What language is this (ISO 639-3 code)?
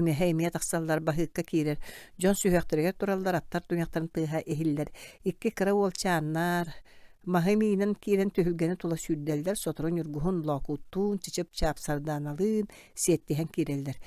sah